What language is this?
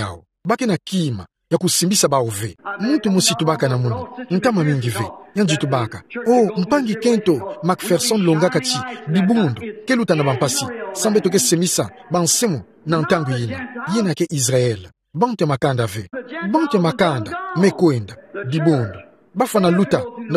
Kituba (Democratic Republic of Congo)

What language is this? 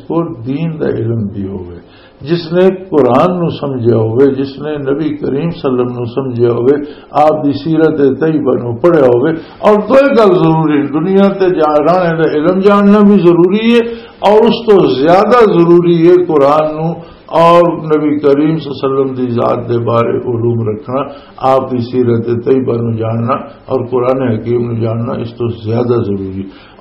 Western Panjabi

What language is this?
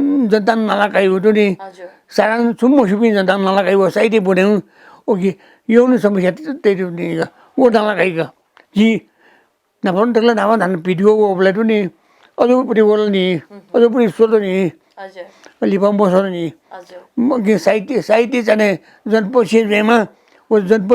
Newari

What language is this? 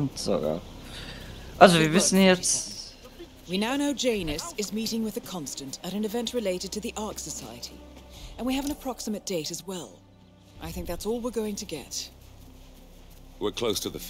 German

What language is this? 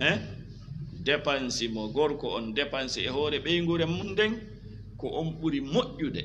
Fula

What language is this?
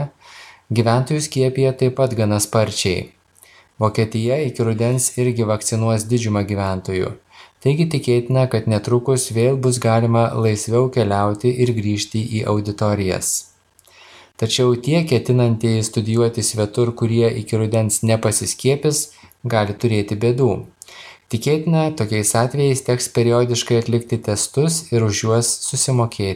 Lithuanian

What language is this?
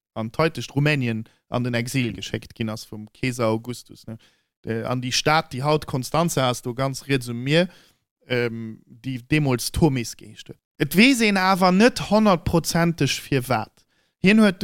Luxembourgish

